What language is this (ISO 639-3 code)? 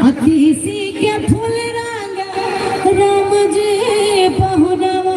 mai